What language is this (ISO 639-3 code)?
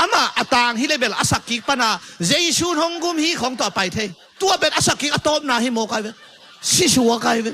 ctd